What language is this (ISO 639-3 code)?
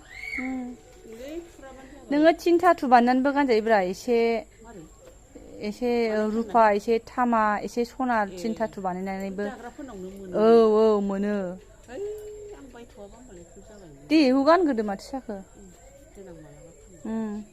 brx